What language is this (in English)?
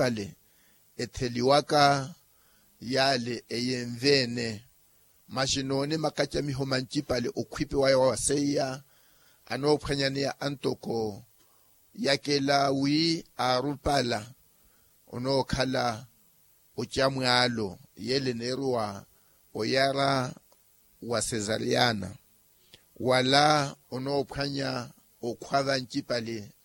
Makhuwa